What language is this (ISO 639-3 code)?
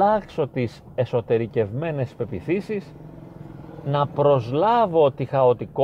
ell